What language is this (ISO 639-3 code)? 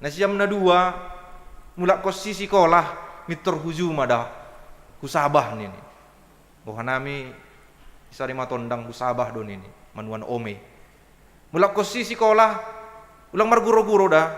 bts